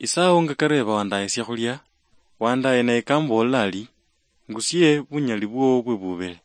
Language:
Luyia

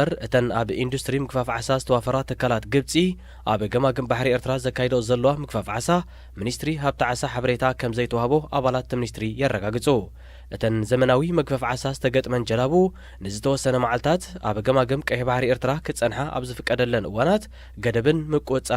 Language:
Tigrinya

